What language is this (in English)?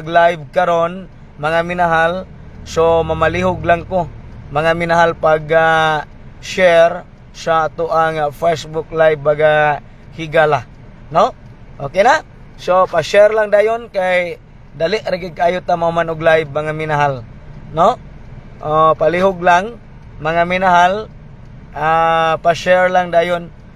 Cebuano